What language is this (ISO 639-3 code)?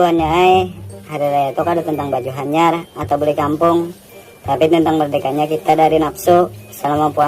bjn